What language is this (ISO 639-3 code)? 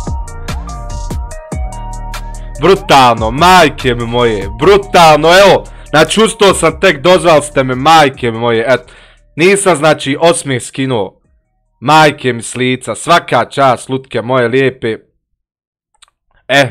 bos